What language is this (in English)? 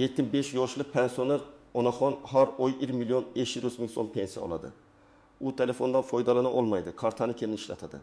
Uzbek